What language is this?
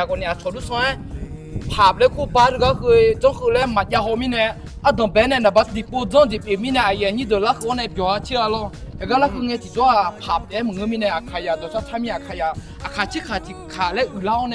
Akha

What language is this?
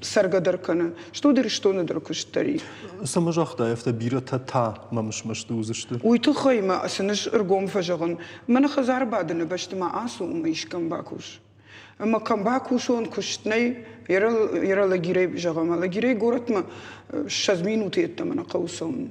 Ossetic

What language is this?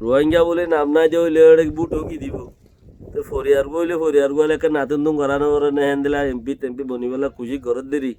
Rohingya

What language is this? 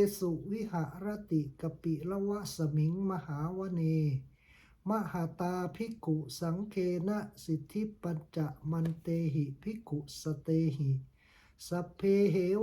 Pali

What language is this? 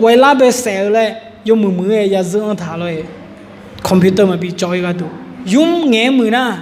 Akha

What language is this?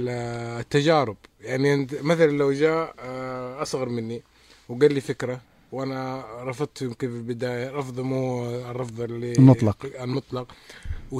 Najdi Arabic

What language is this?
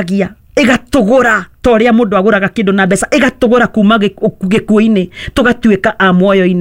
Kikuyu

